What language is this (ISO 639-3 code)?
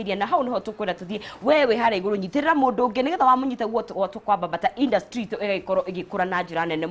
kik